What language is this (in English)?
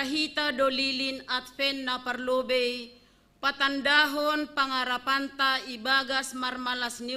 Batak Simalungun